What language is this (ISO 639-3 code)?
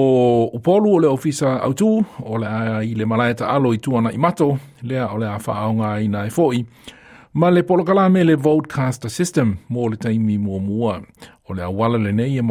smo